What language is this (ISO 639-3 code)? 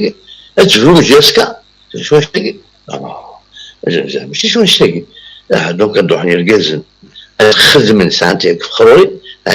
kab